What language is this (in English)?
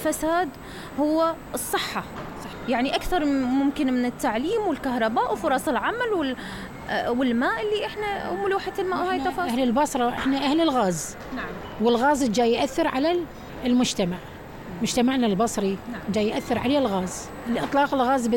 Mesopotamian Arabic